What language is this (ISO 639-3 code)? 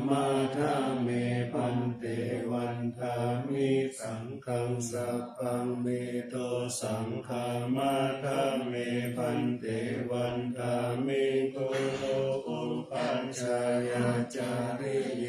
pli